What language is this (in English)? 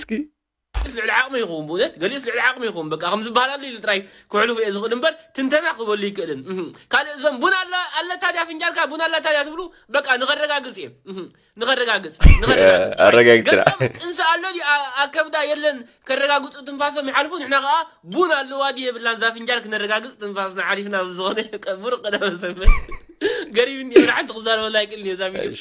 Tigrinya